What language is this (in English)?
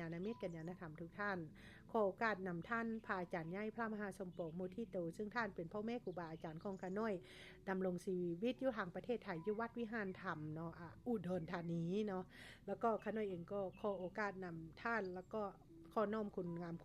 Lao